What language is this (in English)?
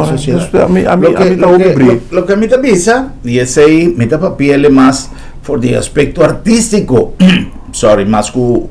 Papiamento